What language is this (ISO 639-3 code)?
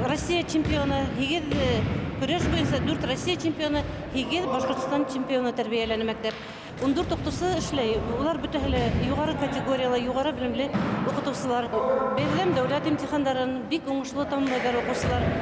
bak